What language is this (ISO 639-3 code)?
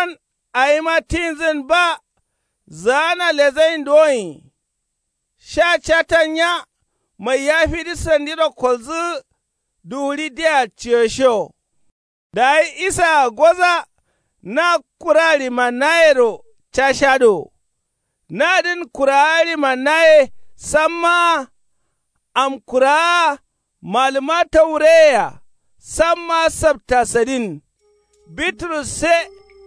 kau